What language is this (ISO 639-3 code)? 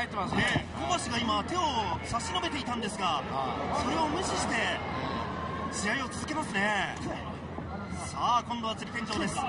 jpn